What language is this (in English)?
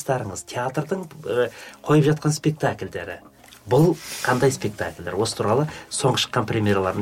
Kazakh